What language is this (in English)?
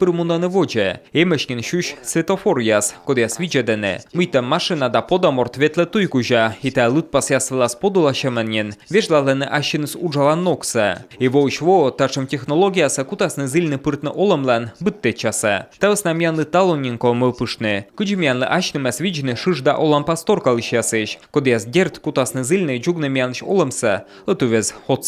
Komi